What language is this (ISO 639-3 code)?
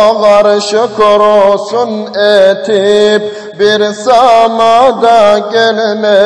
kum